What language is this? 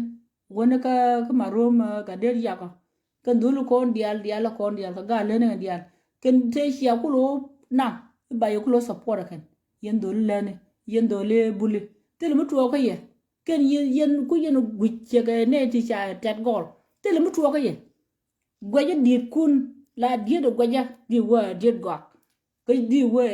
Nuer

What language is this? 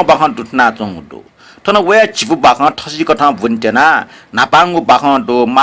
Newari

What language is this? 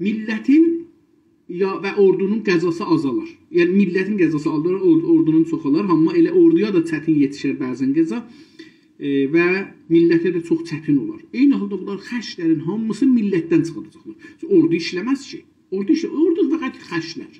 South Azerbaijani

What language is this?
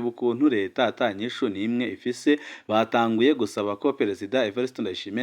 Rundi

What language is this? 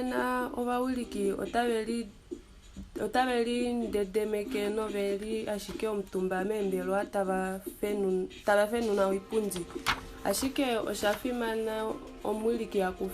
Kuanyama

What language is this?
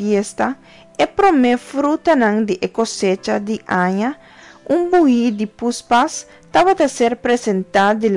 Papiamento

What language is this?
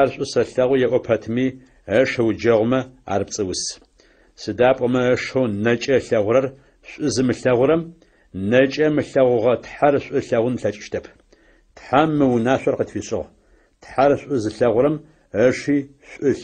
Adyghe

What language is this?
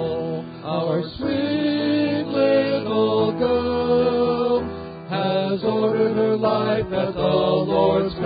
English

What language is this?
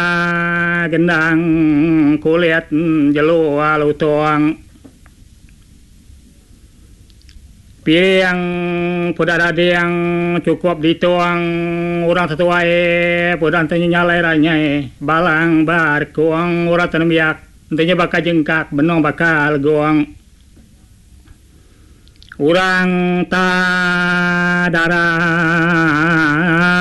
Iban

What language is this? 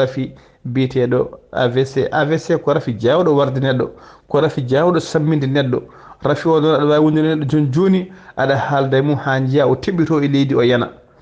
Fula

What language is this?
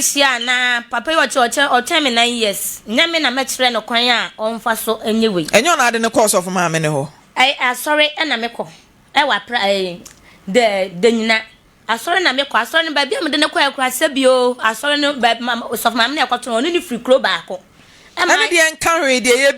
Akan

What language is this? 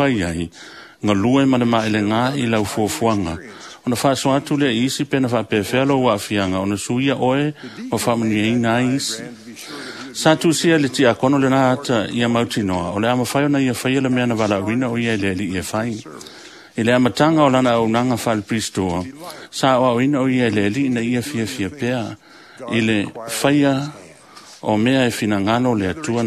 Samoan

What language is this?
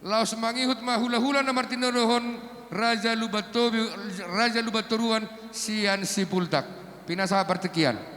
Batak Toba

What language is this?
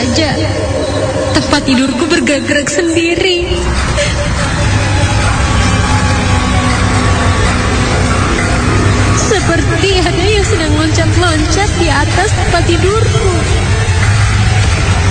Indonesian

